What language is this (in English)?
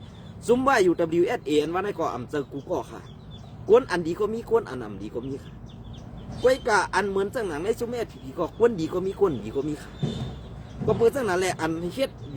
Shan